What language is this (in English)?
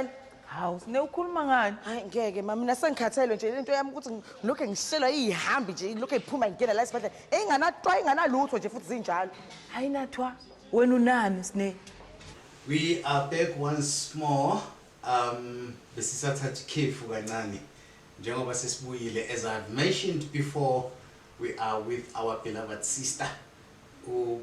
Zulu